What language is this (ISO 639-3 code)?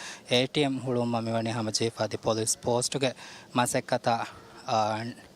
div